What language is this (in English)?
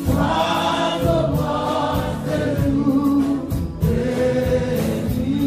Haitian Creole